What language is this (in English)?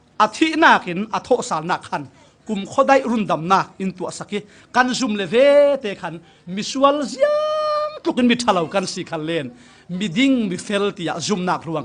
Falam Chin